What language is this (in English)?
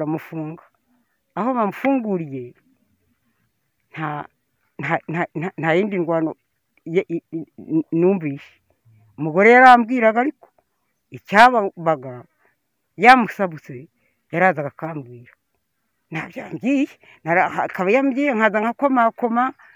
Kinyarwanda